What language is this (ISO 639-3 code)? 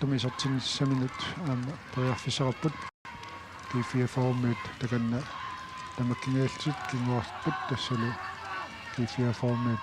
kal